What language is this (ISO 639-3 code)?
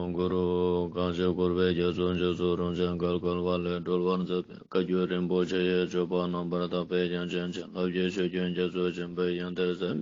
lbj